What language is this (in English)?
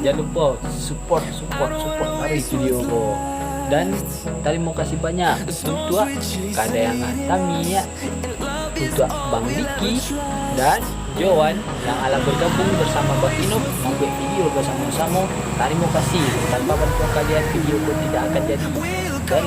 Minangkabau